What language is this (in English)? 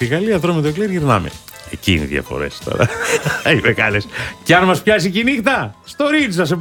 Greek